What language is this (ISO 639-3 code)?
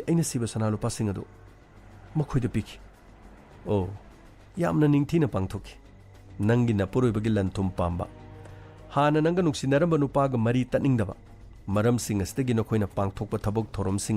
mni